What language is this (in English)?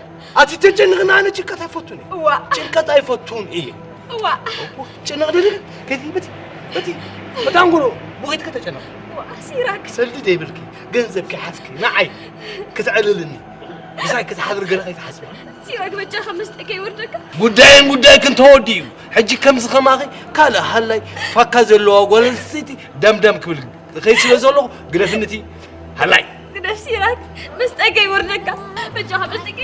Tigrinya